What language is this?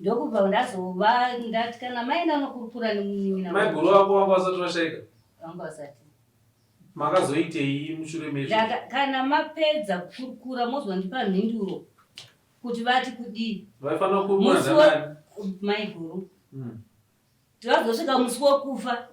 Shona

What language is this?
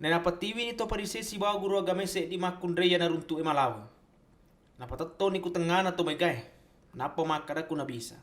Buginese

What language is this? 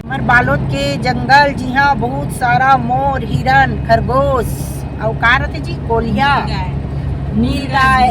Chhattisgarhi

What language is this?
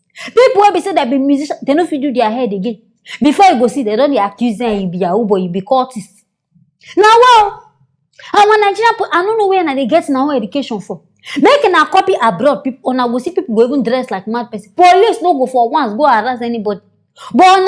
Nigerian Pidgin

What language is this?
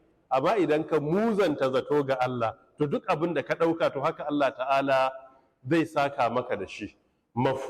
Hausa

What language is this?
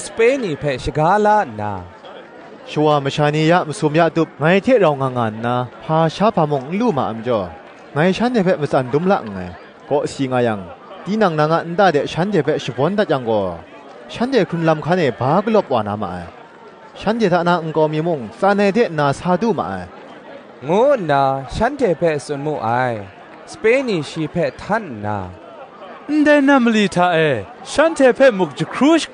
Kachin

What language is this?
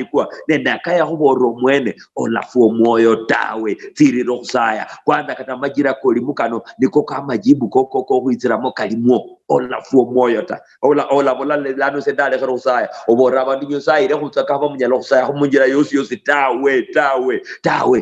Luyia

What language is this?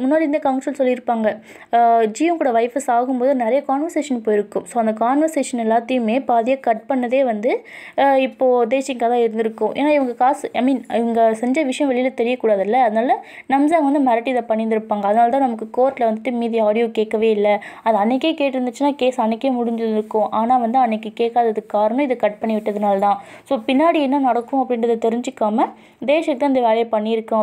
Tamil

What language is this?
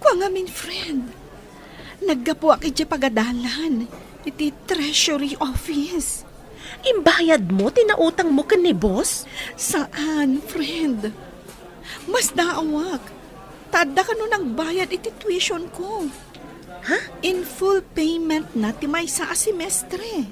Iloko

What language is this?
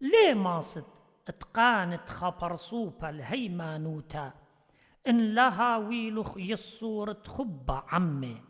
Assyrian Neo-Aramaic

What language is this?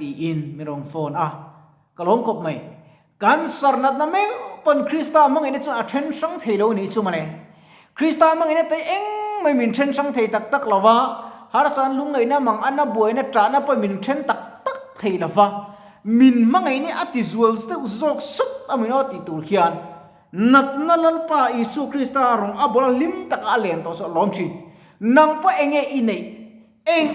Mizo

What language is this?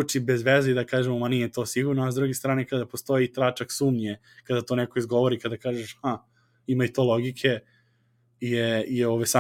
Serbian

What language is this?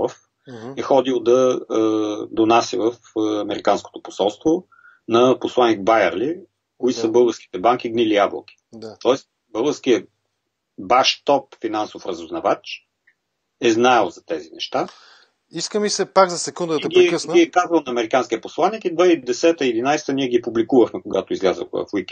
Bulgarian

